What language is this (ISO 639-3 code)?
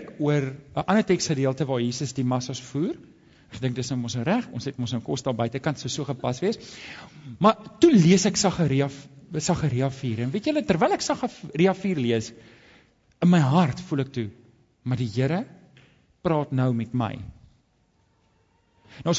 afr